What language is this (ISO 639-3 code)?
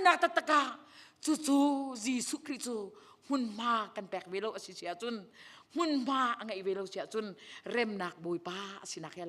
cnh